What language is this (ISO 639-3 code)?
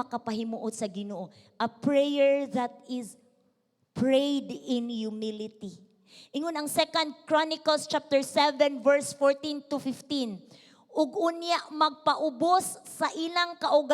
ceb